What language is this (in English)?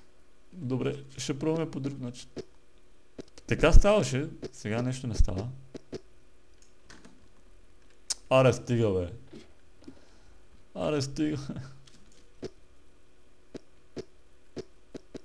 Bulgarian